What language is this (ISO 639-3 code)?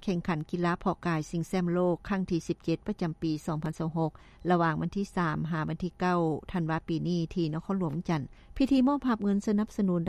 lao